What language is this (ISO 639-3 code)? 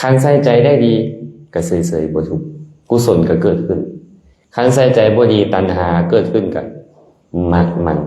lao